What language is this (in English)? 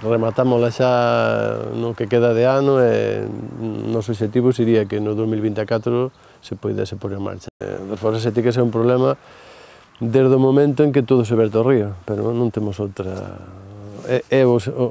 Galician